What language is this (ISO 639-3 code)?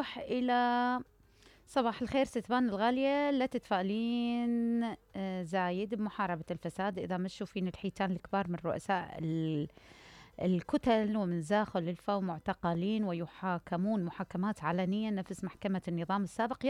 acm